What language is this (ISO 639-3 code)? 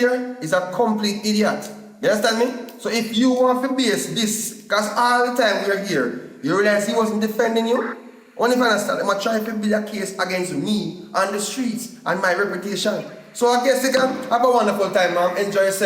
jam